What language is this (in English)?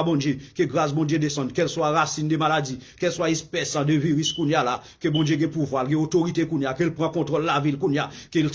Haitian Creole